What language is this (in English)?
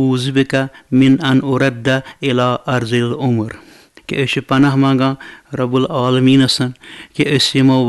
Kashmiri